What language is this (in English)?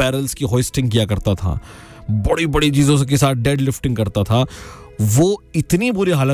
Hindi